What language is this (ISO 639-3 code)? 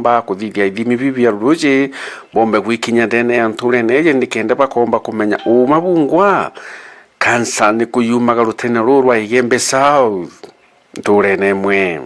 mer